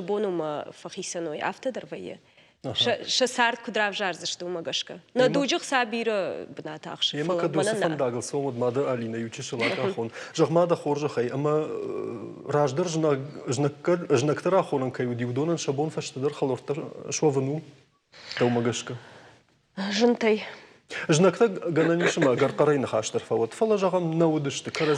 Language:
Ossetic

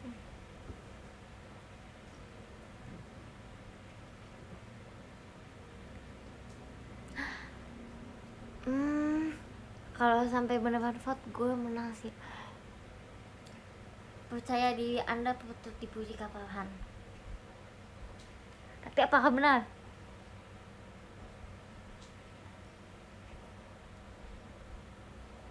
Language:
Indonesian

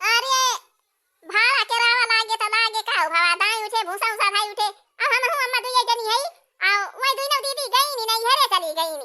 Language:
Awadhi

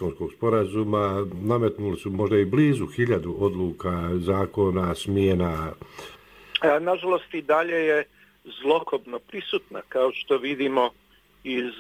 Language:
Bosnian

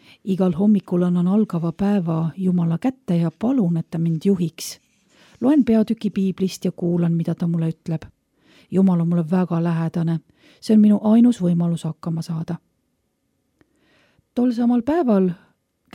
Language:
Estonian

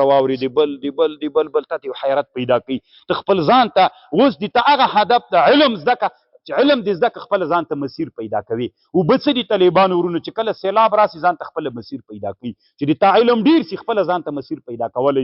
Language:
Pashto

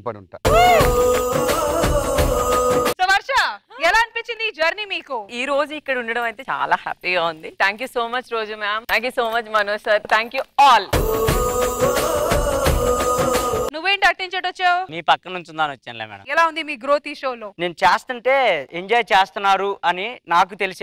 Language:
Telugu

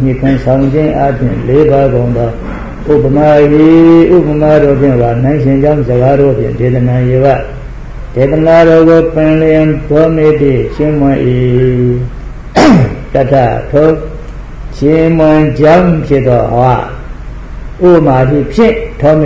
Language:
Burmese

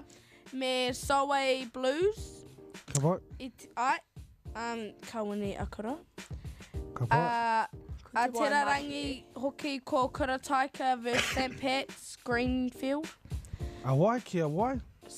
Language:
Māori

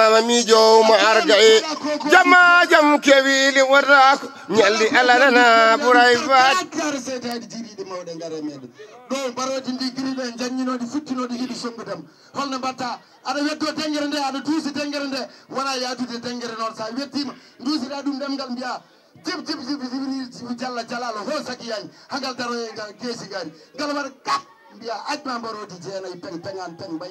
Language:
Fula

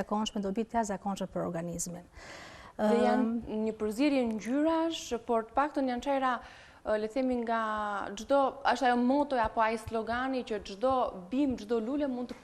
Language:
Albanian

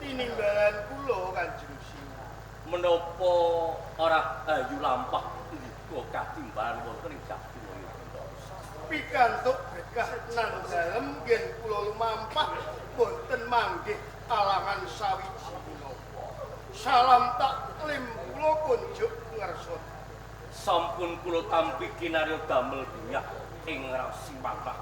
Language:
Javanese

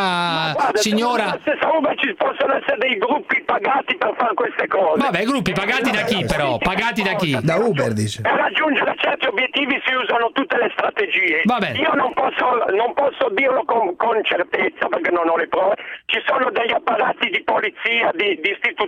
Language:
Italian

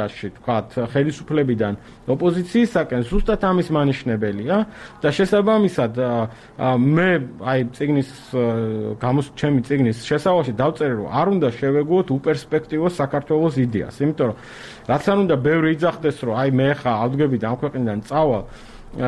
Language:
Georgian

